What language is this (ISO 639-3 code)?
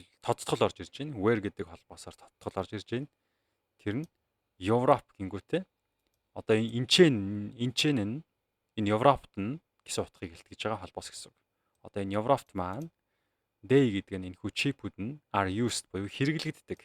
mon